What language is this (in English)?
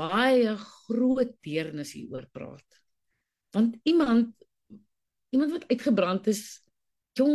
Afrikaans